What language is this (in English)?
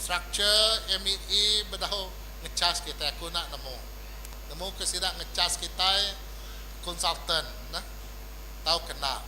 Iban